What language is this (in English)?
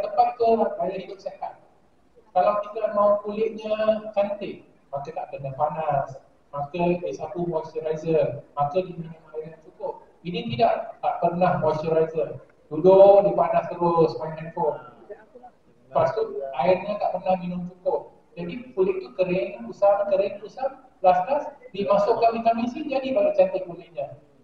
Malay